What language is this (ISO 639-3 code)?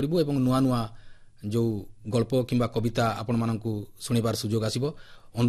ori